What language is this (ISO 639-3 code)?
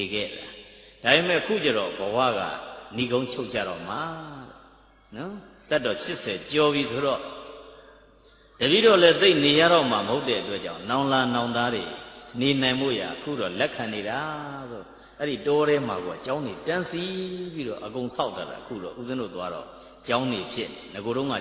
mya